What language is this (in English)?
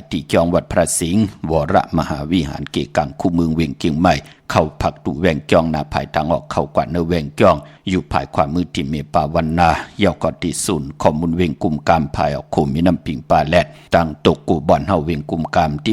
Shan